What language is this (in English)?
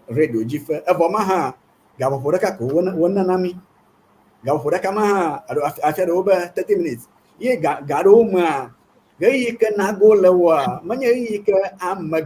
Ewe